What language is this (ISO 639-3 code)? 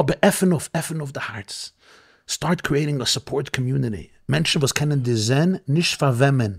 yid